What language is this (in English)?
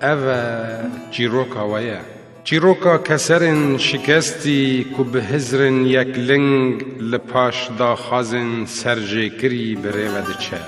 Kurdish